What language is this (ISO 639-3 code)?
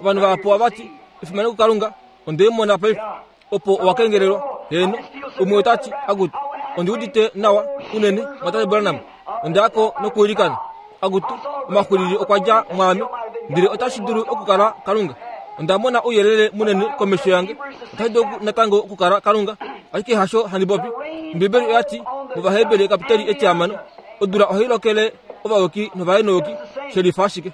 kua